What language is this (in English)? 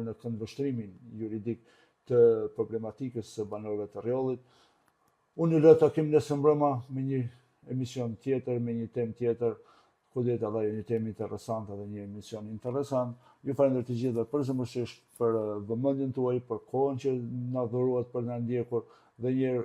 Albanian